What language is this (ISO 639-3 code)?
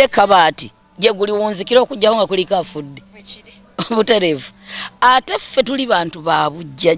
lug